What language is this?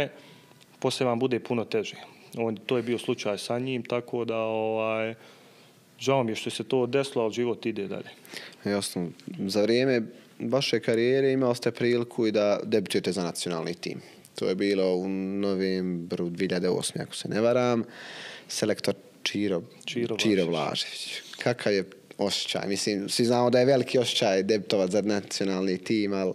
Bosnian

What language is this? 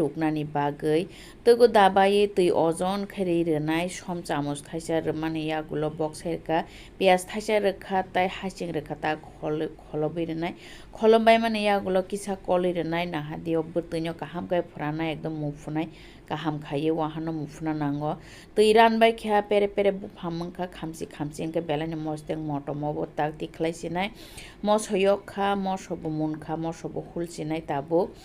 Kok Borok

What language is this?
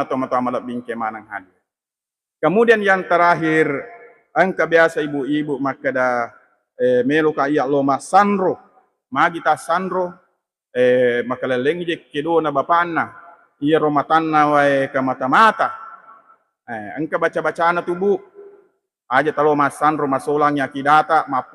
Buginese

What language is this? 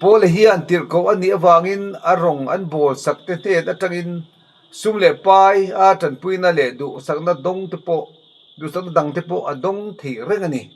Mizo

